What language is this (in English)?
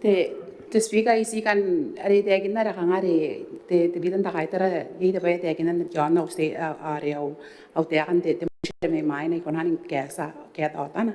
Gilbertese